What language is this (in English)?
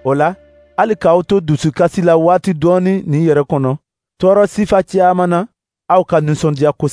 Dyula